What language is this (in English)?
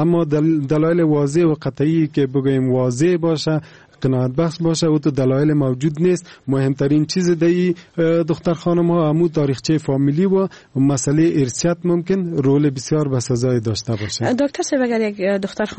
Persian